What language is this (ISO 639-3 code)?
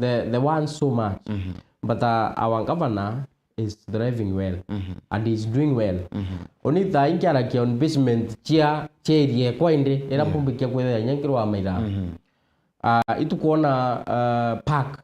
mer